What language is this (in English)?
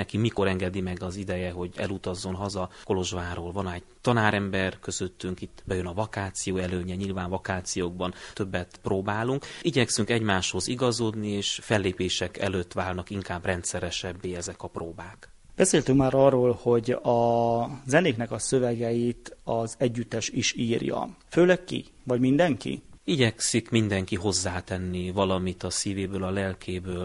Hungarian